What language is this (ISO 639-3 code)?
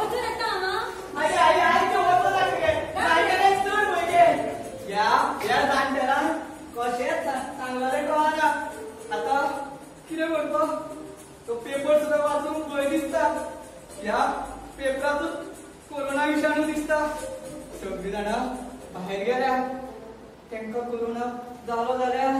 kok